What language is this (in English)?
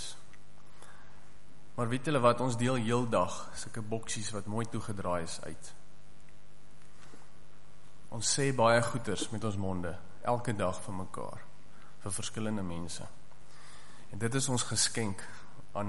Afrikaans